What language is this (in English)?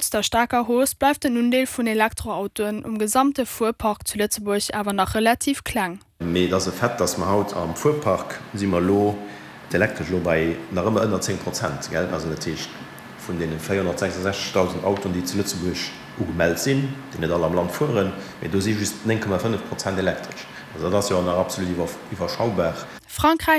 Luxembourgish